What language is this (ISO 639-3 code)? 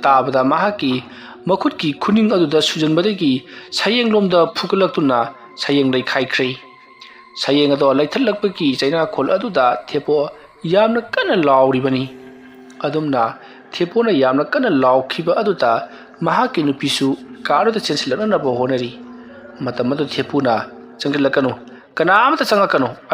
mni